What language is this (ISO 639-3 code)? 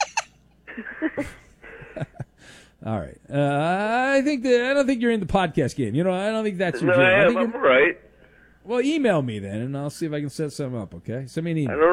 eng